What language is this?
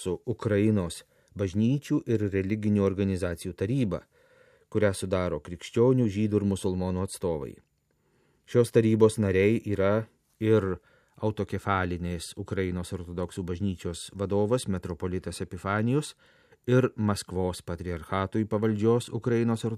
Lithuanian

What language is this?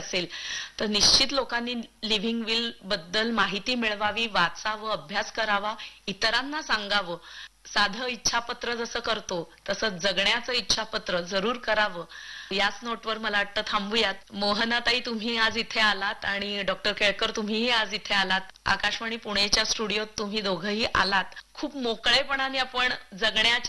Marathi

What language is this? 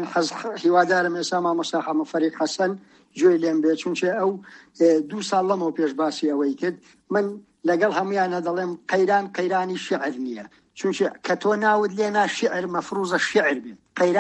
Central Kurdish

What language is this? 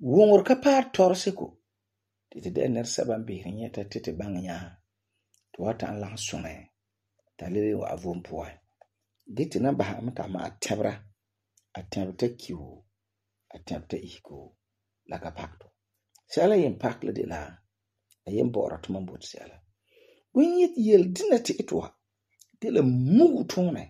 Frafra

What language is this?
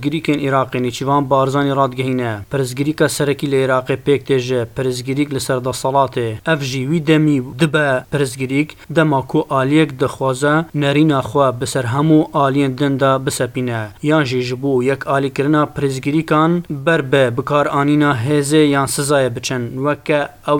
Kurdish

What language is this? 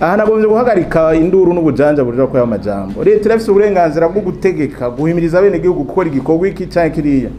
Rundi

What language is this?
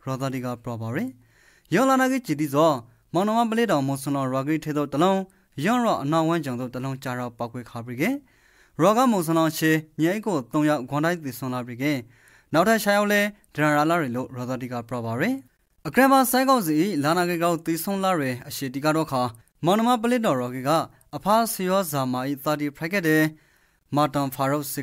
Rakhine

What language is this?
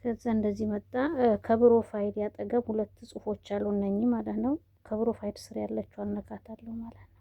Amharic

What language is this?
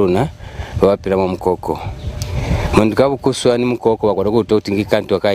Lozi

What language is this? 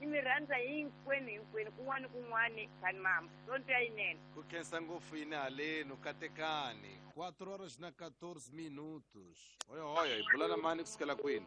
Tsonga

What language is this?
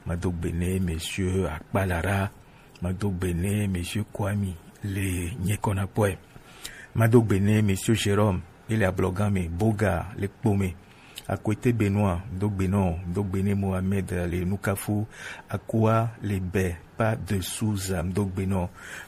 Gen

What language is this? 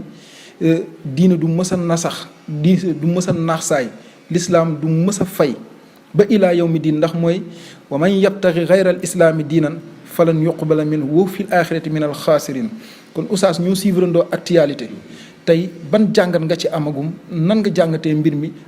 Wolof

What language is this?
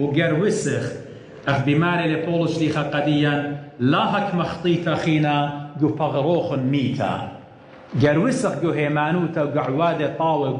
Assyrian Neo-Aramaic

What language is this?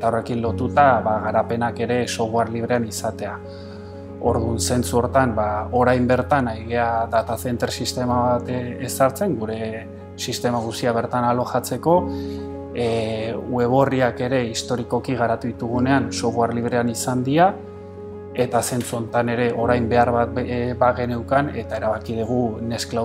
Basque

